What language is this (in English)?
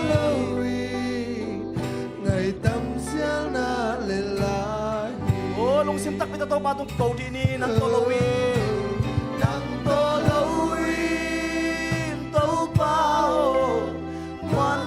Tedim Chin